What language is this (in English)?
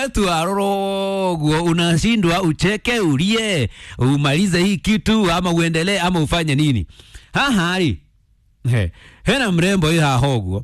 Kikuyu